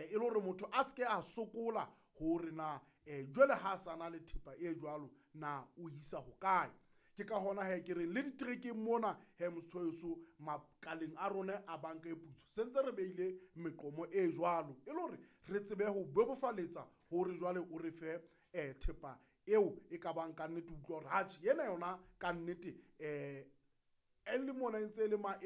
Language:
Southern Sotho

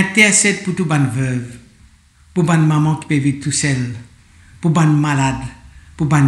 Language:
Morisyen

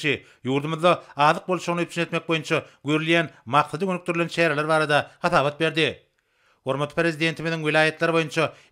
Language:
Turkmen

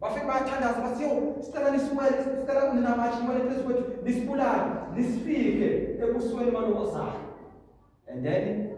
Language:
Zulu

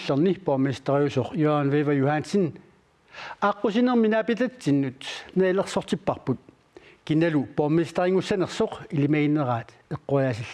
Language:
Kalaallisut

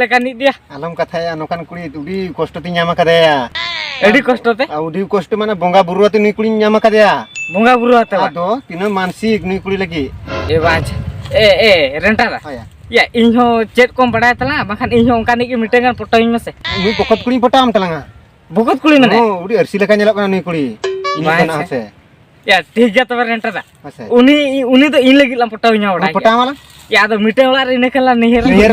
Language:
Santali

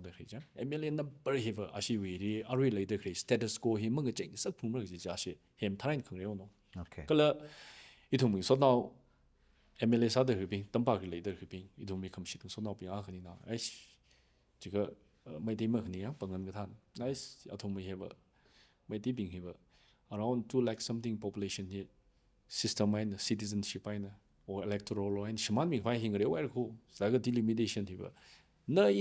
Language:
Tangkhul Naga (India)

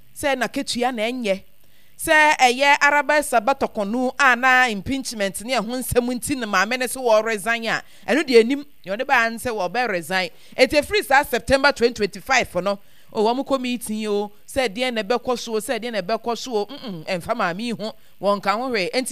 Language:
Akan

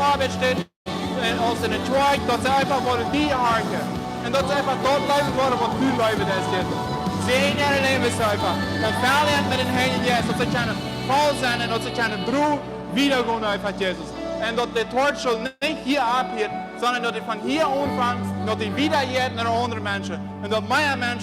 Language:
Plautdietsch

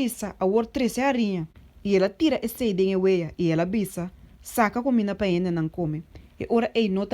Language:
Papiamento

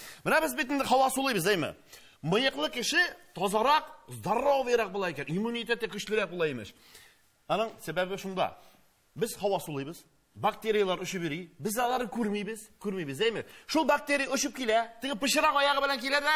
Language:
Tatar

